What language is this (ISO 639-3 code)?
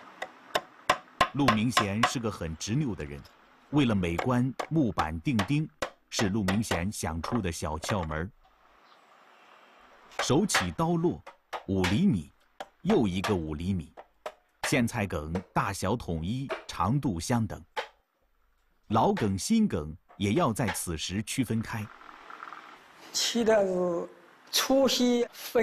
zho